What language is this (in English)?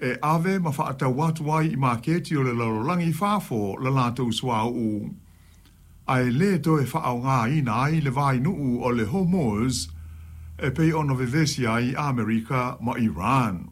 Samoan